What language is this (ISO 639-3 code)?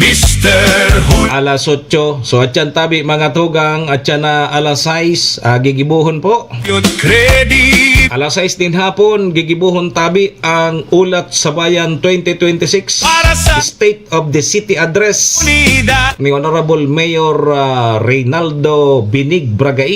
bik